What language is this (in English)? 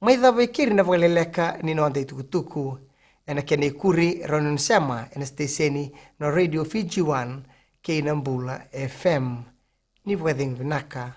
Fijian